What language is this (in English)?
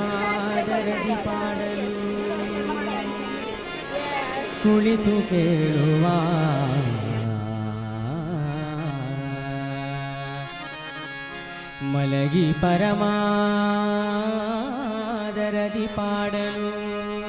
Kannada